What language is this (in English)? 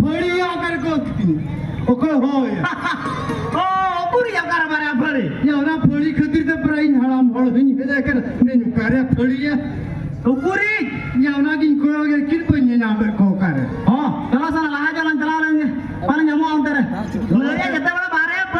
Santali